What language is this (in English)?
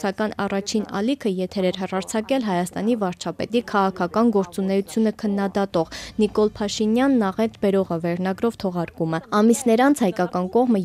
Armenian